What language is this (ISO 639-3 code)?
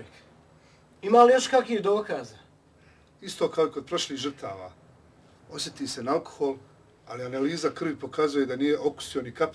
bos